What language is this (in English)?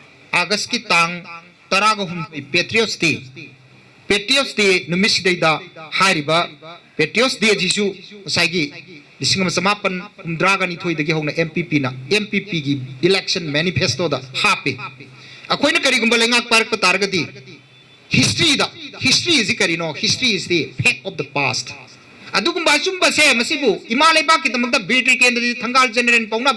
Manipuri